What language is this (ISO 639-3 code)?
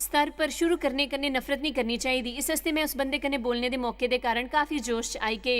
doi